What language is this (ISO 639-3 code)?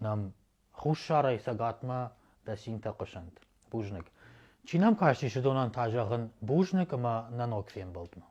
oss